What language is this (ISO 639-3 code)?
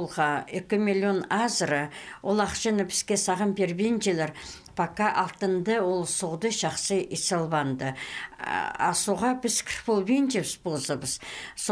kjh